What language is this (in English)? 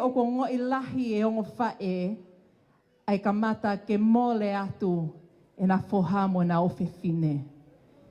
Tongan